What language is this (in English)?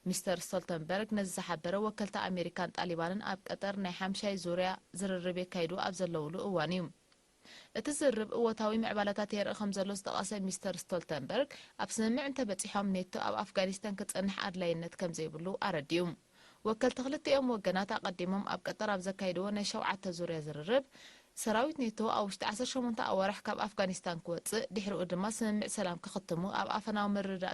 Tigrinya